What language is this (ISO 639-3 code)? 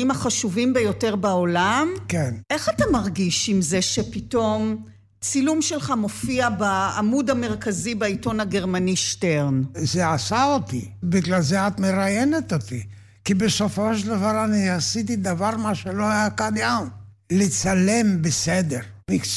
heb